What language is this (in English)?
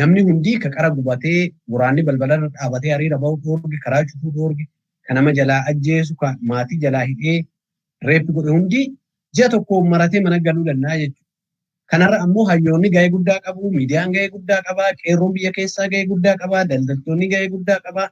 Oromo